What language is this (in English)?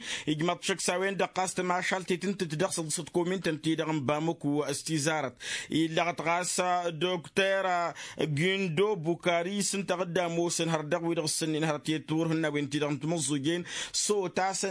Tamasheq